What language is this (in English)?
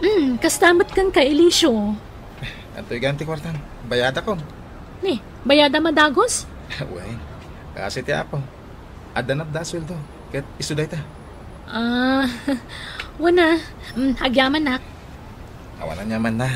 Iloko